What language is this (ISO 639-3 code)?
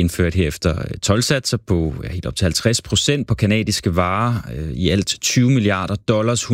dan